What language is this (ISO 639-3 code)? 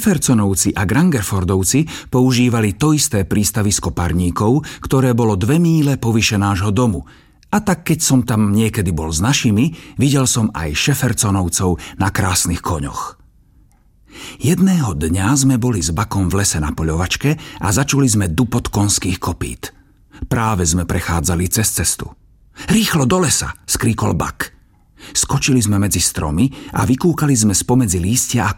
slk